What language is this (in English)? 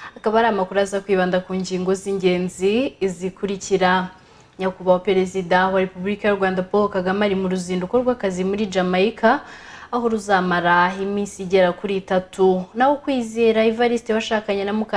Kinyarwanda